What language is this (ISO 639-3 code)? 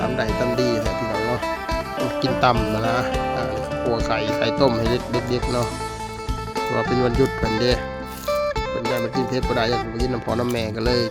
lao